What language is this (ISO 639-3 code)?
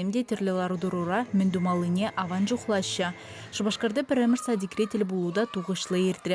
chv